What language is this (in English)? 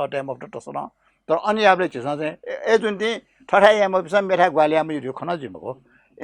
Newari